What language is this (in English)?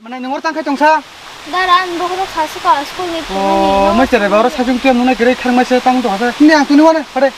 Kok Borok